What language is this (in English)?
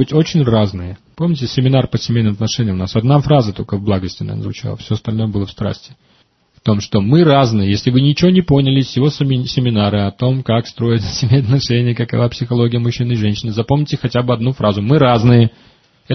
Russian